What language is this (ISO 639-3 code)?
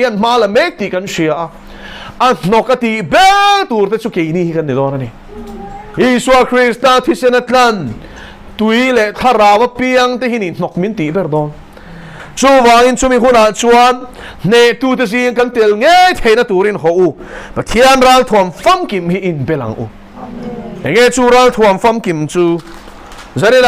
lus